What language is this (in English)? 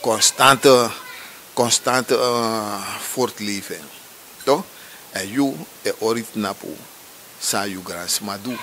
Sranan Tongo